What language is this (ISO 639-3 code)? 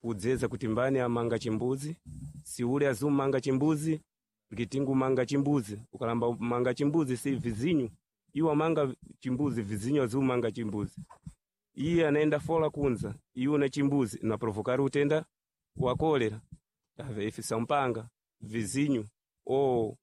seh